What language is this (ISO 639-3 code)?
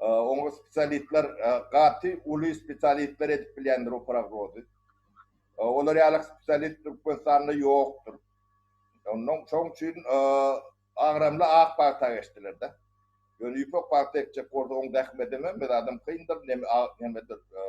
tuk